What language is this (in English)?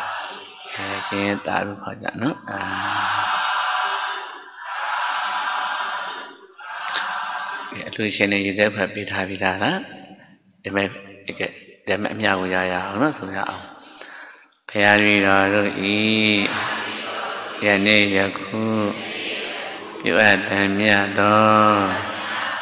Burmese